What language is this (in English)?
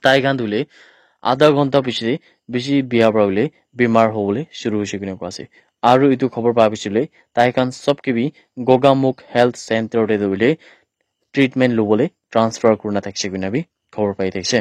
Naga Pidgin